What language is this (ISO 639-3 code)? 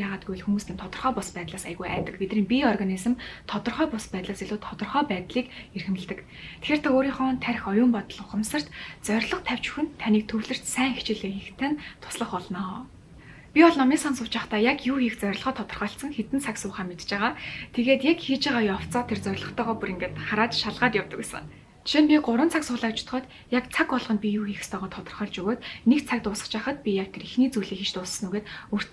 mon